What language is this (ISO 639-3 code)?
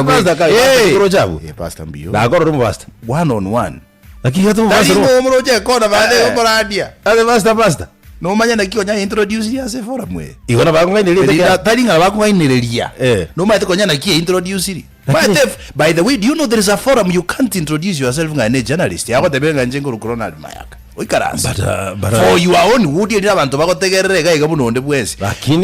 guz